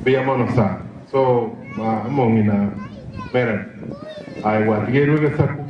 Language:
Gusii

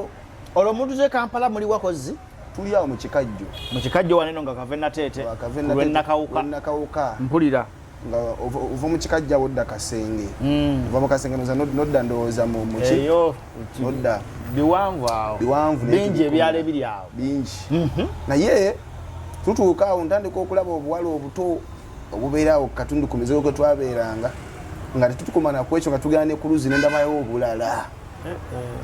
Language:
Ganda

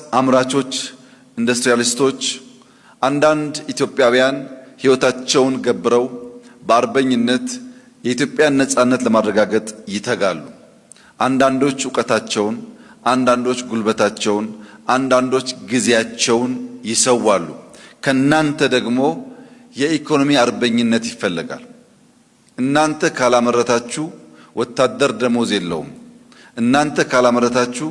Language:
Amharic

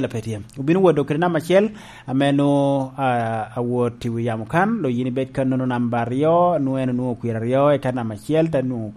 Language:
Lango (Uganda)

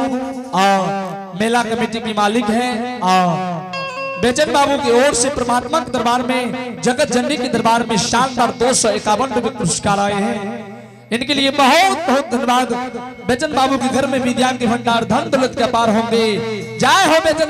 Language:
Angika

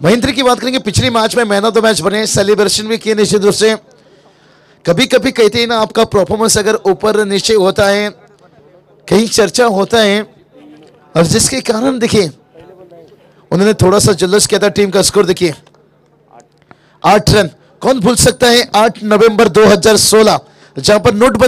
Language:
Hindi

